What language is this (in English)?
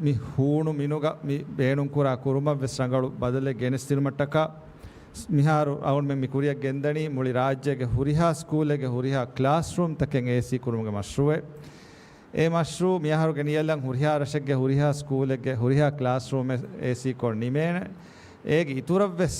Divehi